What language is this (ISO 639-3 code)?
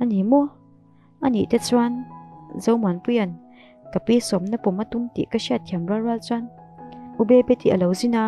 lus